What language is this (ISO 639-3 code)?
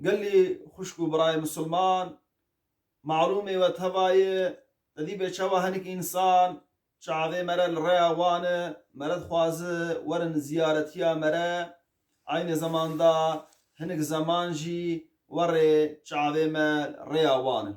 kur